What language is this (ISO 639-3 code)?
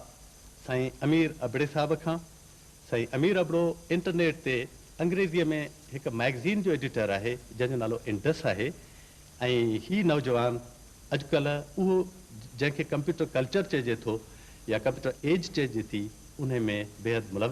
snd